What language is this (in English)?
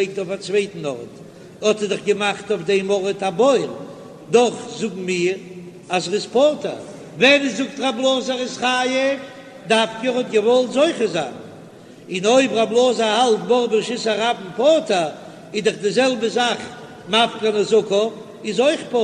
Yiddish